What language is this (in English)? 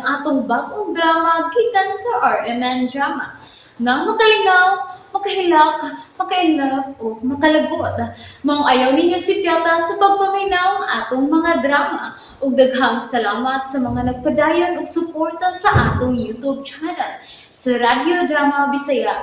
Cebuano